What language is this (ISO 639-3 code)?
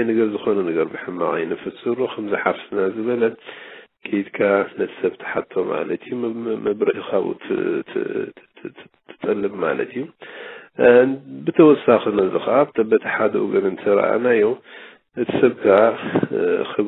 tir